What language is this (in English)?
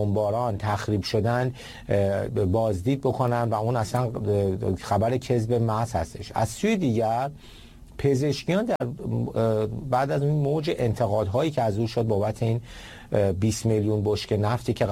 Persian